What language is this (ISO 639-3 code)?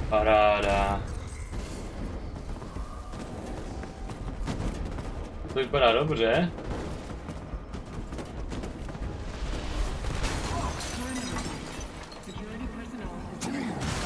ces